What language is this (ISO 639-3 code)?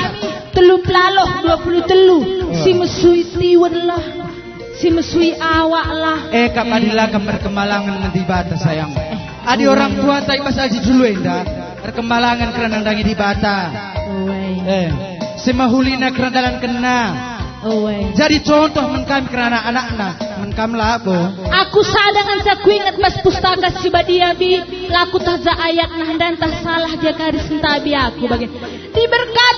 btx